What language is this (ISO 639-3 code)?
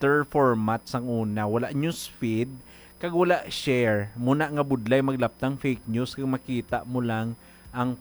hil